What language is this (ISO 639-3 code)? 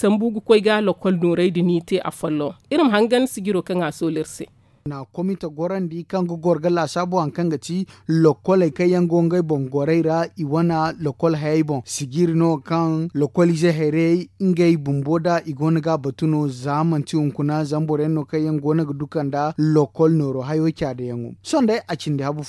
dje